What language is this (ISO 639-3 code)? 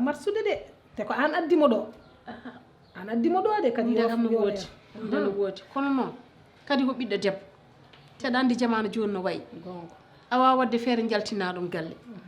ful